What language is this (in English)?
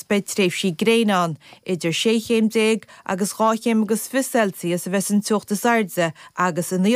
Irish